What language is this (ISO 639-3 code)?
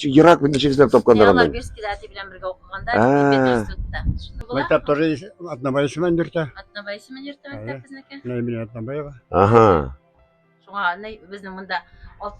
tat